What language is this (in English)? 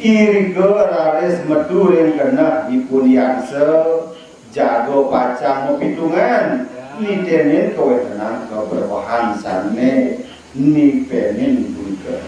Balinese